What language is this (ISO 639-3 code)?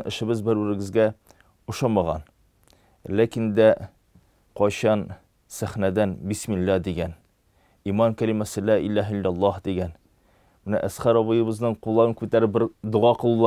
tat